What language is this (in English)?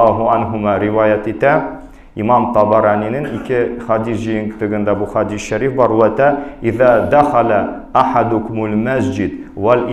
Tatar